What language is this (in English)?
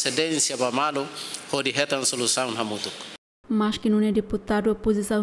Tetum